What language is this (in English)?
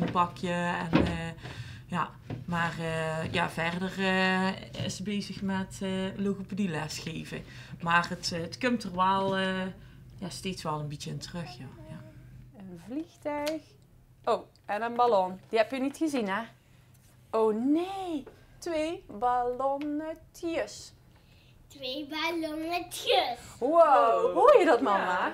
Limburgish